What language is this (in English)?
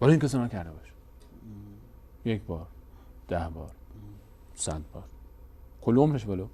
Persian